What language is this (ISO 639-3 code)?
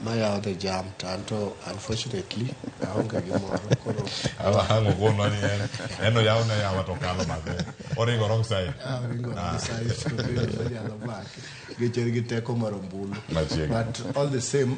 luo